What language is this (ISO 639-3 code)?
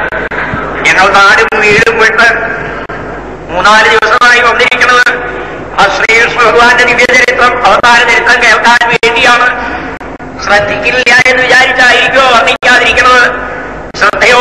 mal